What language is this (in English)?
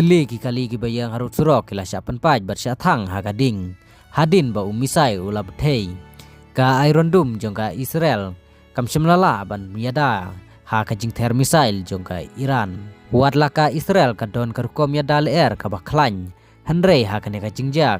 Khasi